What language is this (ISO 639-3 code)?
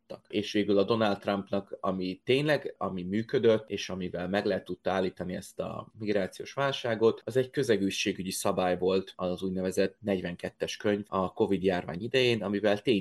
hun